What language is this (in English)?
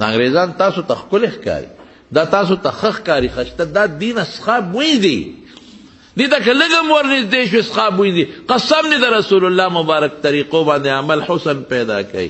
Pashto